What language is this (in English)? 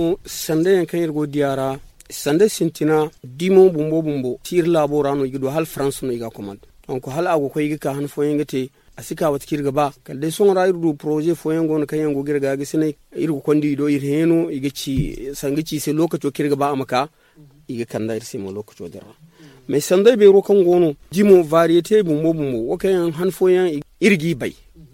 Zarma